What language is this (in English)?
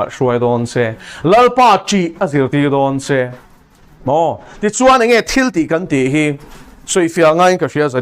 Mizo